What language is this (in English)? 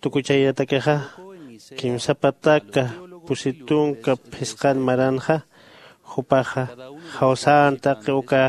Aymara